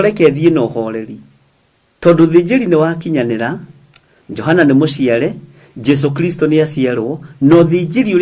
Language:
Kikuyu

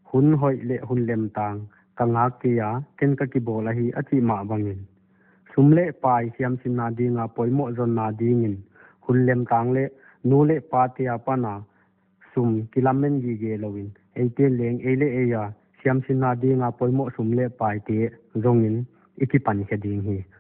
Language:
Paite Chin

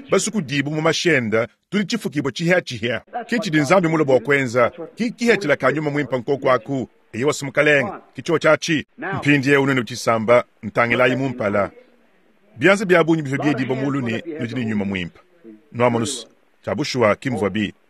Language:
Luba-Lulua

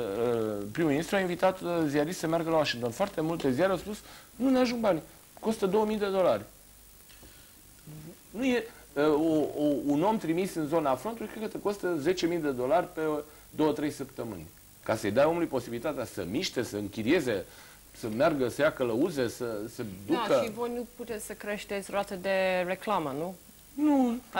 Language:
Romanian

